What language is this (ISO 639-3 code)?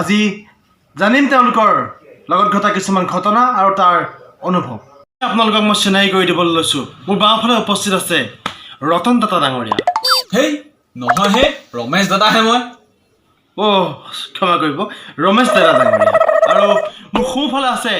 asm